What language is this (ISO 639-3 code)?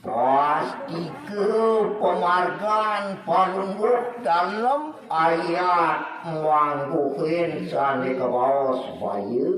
ban